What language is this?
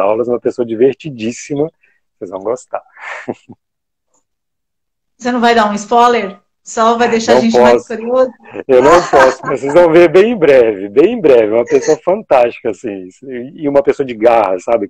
Portuguese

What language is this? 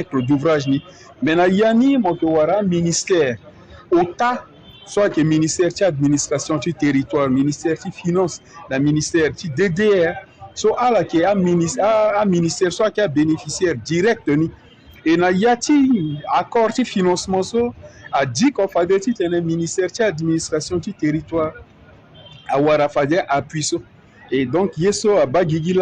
Sango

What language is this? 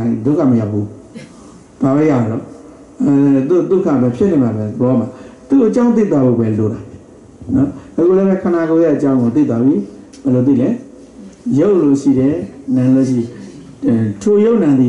Burmese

